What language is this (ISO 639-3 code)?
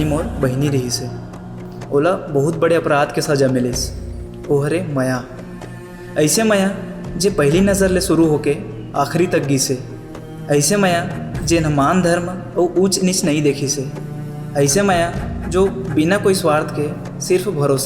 hne